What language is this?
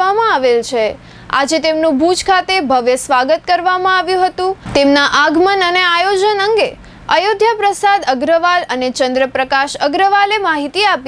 Gujarati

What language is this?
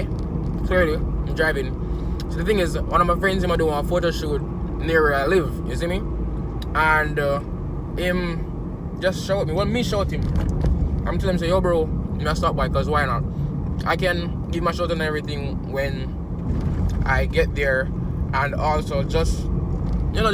Jamaican Creole English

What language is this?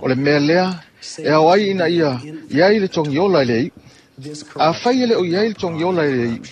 Samoan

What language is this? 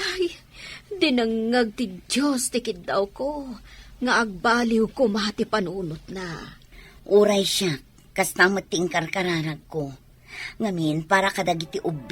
Iloko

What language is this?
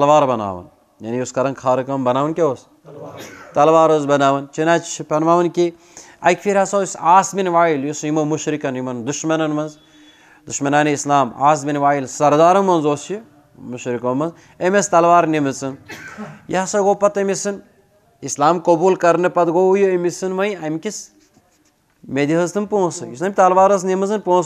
Kashmiri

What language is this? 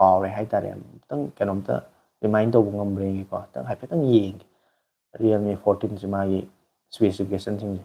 Manipuri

